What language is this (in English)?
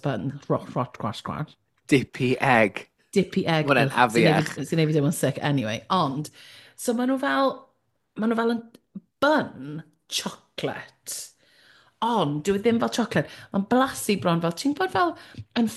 Welsh